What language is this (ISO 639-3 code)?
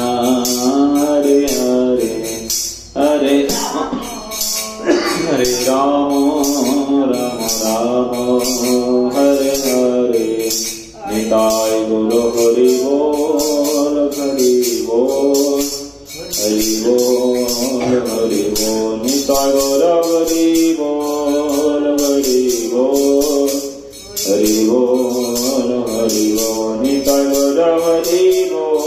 ben